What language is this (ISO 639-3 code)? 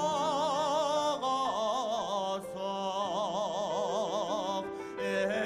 bak